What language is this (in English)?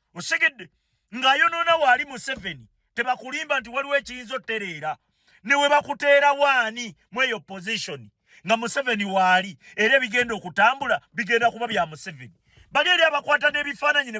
Ganda